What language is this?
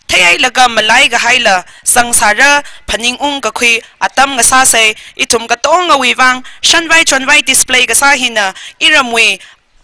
Tangkhul Naga (India)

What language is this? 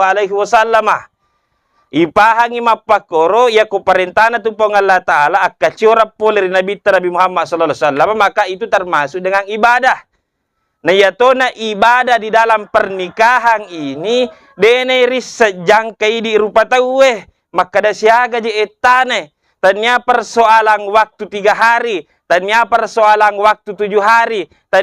Buginese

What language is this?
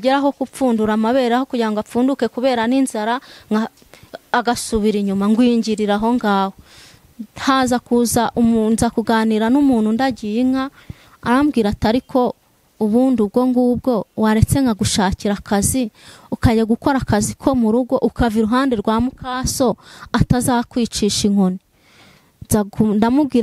Kinyarwanda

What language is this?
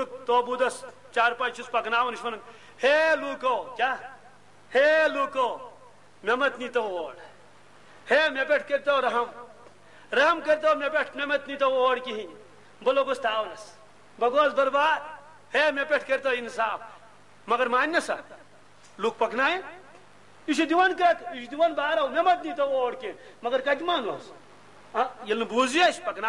Kashmiri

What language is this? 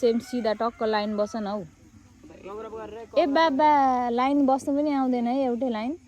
Nepali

